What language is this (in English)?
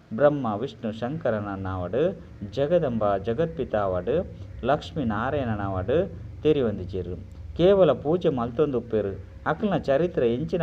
Tulu